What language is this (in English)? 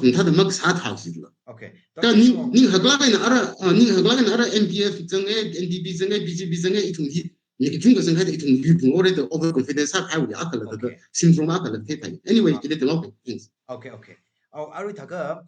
Tangkhul Naga (India)